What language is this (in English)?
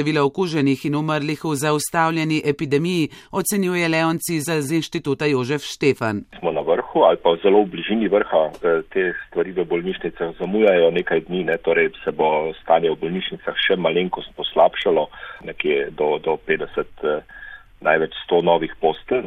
Slovenian